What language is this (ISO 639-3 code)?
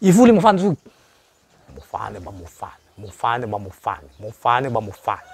nia